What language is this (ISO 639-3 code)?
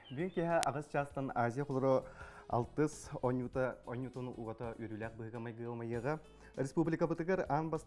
sah